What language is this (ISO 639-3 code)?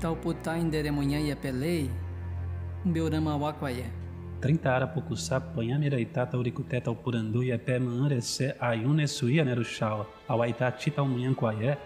yrl